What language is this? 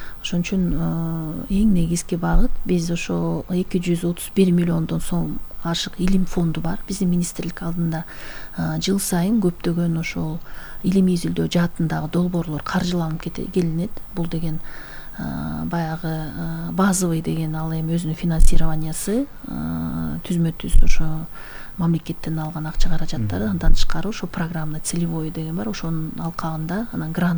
Kyrgyz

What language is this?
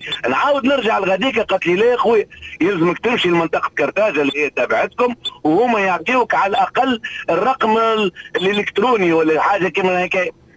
Tunisian Arabic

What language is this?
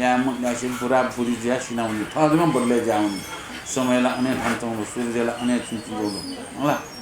Newari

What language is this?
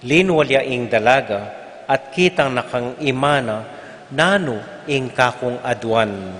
Pampanga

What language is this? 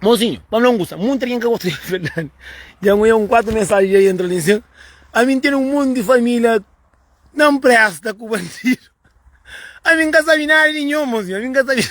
Kabuverdianu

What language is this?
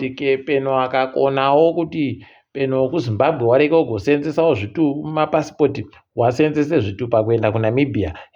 Ndau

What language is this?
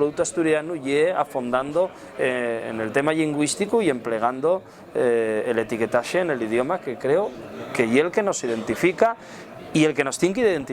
Asturian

